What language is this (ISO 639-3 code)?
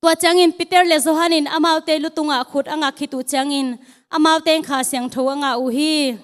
ctd